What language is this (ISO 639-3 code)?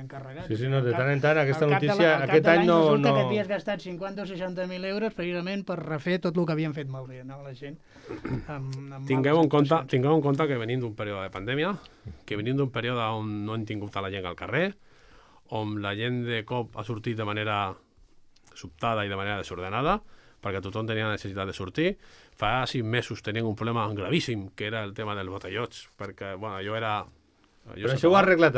cat